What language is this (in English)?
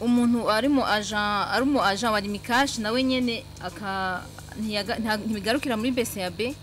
Rundi